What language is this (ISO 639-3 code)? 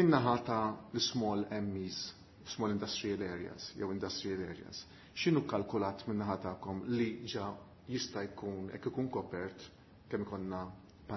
mlt